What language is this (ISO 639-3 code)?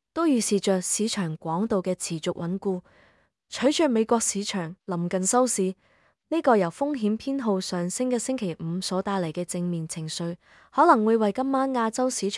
yue